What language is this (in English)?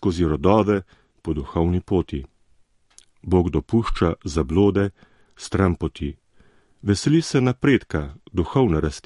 Slovenian